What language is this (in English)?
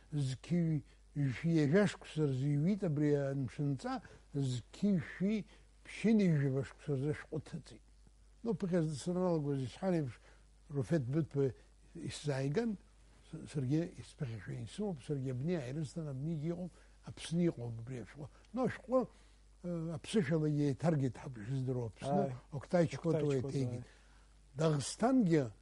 Abkhazian